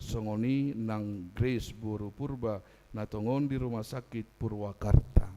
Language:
Batak Toba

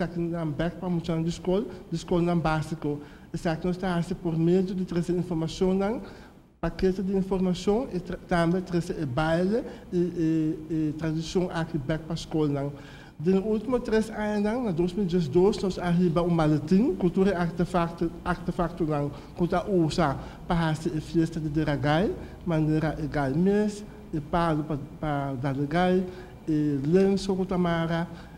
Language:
Papiamento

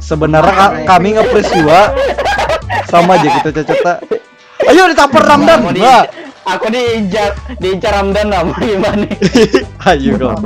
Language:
Banjar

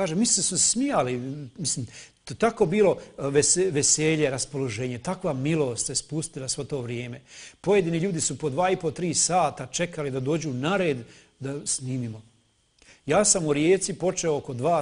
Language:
Croatian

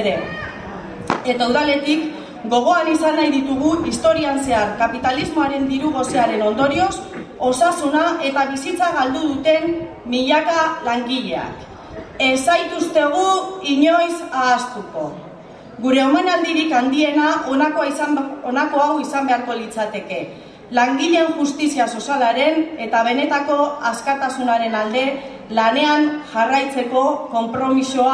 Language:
Basque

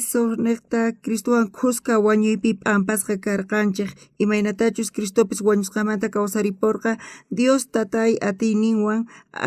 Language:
South Bolivian Quechua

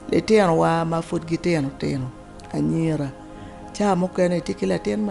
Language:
Acoli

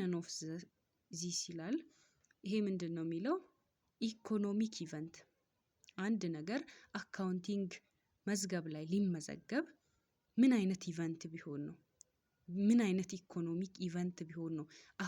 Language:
Amharic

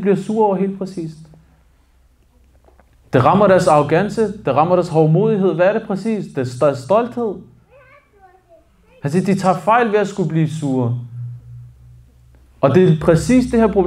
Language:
Danish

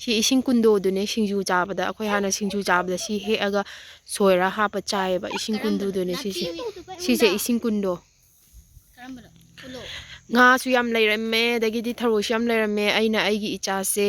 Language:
Manipuri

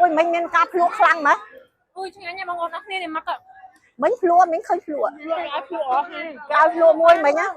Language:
Khmer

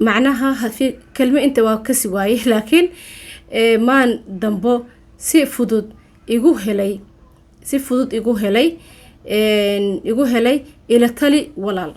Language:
Somali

